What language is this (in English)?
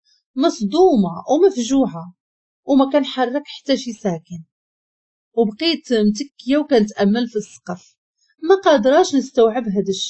Moroccan Arabic